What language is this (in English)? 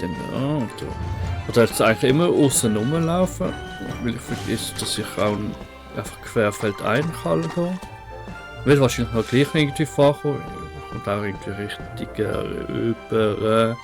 Swiss German